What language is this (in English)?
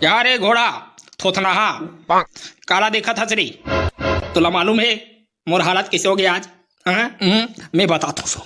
Chhattisgarhi